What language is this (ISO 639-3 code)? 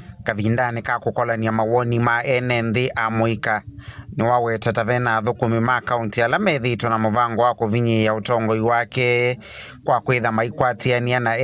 kam